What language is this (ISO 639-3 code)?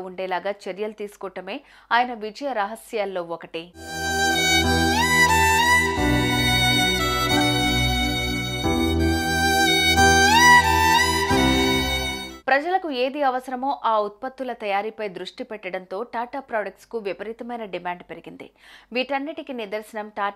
tel